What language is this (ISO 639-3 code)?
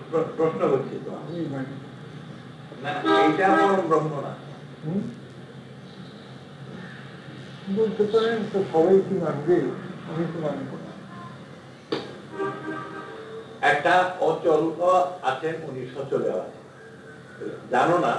ben